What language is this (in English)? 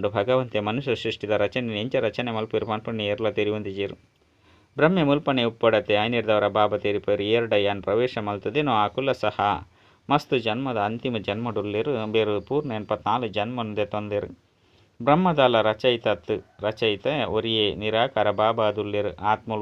Tulu